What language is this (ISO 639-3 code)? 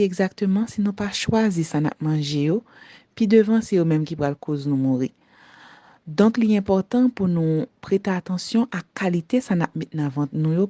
hat